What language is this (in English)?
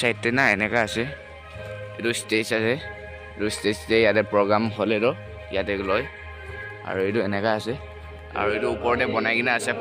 Naga Pidgin